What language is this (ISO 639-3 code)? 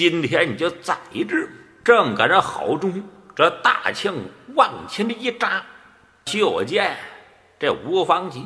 zho